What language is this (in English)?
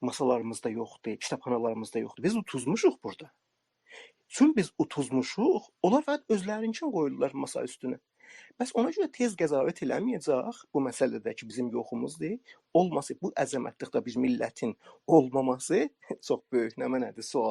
South Azerbaijani